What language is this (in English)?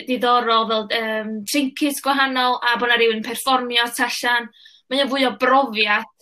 Welsh